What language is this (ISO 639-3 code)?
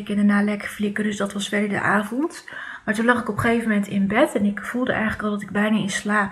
nld